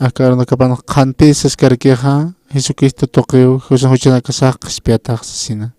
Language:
Aymara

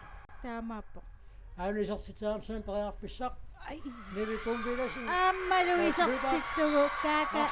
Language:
Kalaallisut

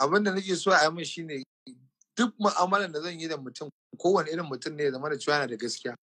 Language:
Hausa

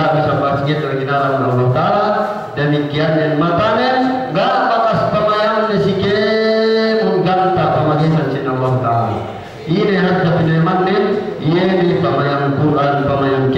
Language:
Yakan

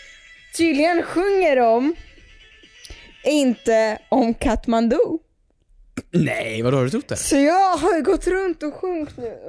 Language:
Swedish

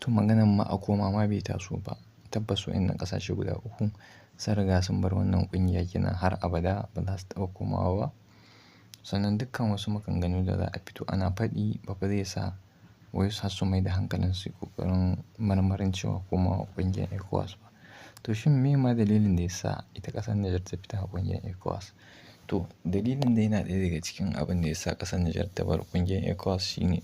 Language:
Hausa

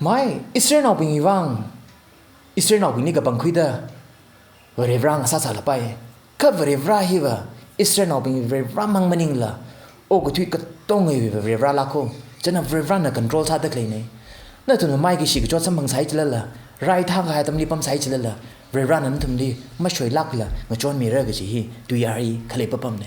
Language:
Tangkhul Naga (India)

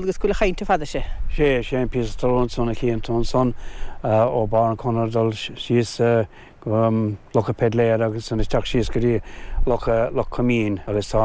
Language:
Irish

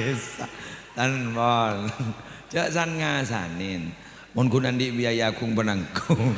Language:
Madurese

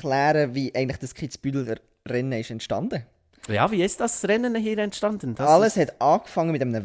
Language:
Swiss German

